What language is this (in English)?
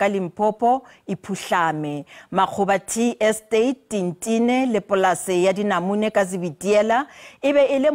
Tswana